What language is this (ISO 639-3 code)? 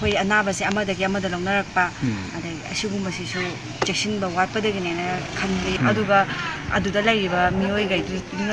mni